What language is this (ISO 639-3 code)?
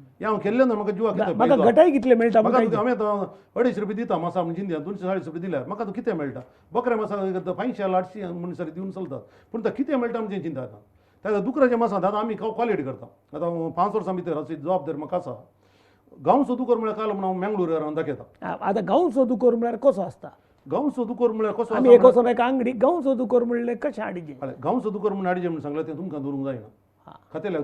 kok